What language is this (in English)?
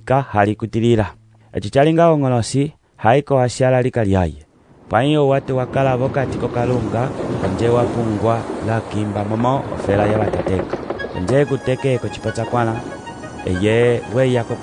Umbundu